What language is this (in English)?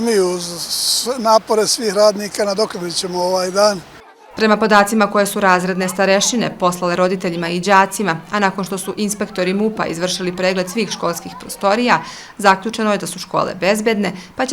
Serbian